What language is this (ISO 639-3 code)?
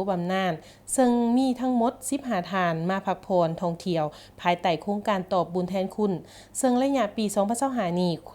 lao